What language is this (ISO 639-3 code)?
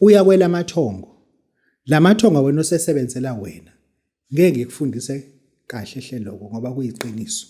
zul